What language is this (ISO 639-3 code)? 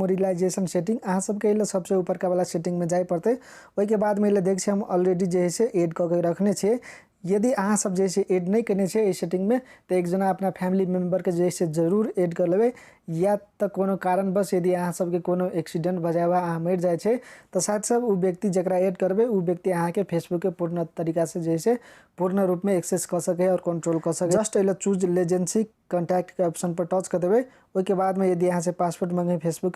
mai